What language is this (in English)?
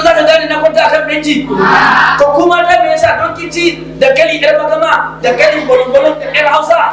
Hausa